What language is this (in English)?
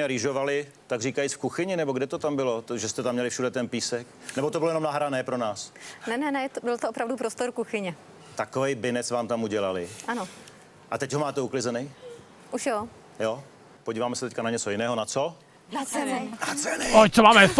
Czech